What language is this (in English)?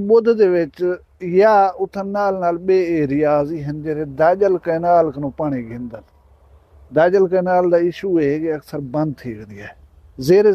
Saraiki